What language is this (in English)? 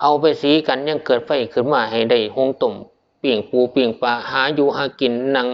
Northeastern Thai